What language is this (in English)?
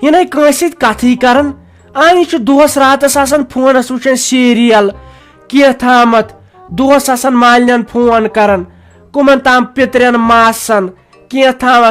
Kashmiri